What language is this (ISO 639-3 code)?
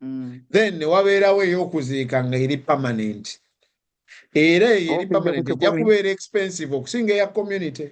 lug